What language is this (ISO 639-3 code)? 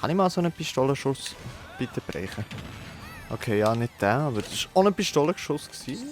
gsw